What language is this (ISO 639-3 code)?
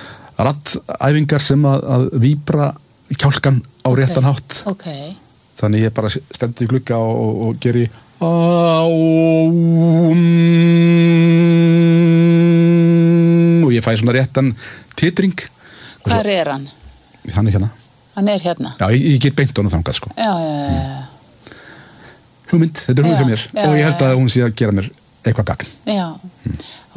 isl